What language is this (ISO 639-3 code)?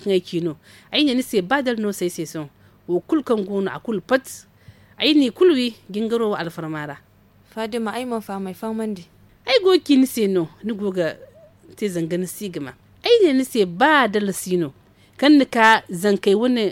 dje